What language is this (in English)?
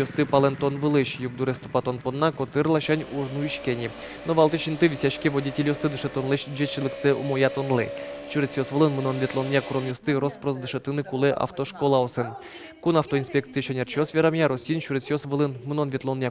Udmurt